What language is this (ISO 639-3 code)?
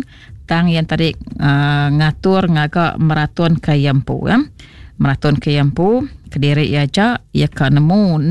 iba